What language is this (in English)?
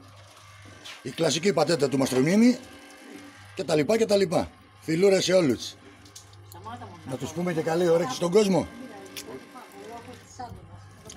Greek